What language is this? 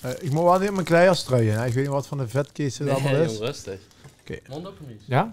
Limburgish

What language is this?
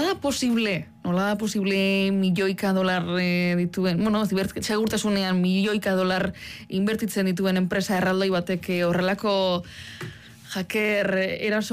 Basque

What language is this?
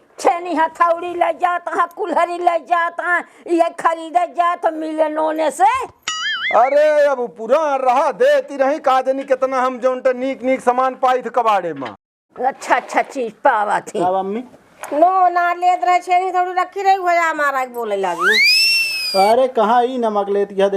Awadhi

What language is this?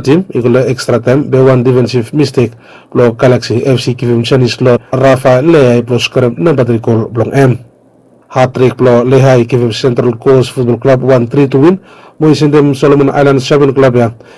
Bislama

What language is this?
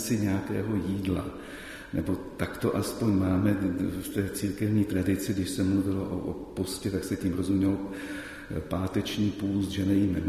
Czech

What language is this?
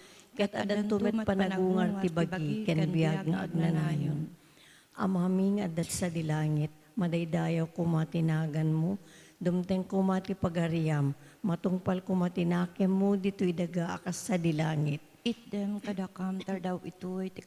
Iloko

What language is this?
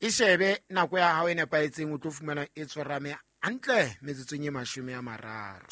Southern Sotho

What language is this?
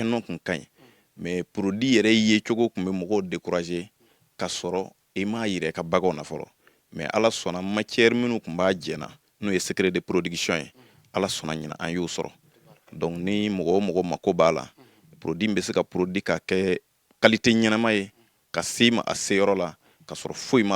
Bambara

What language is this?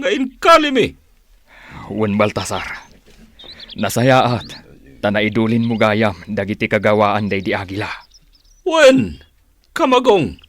Iloko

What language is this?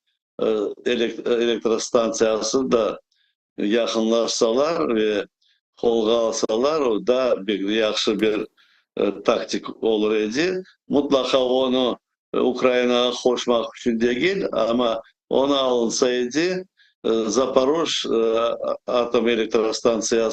Crimean Tatar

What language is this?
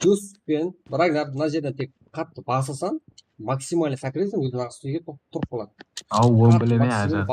Kara-Kalpak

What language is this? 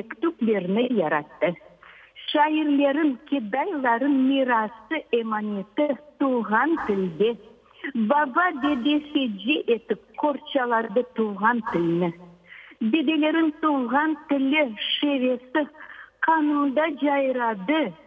Crimean Tatar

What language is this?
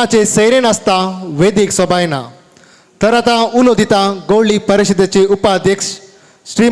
Konkani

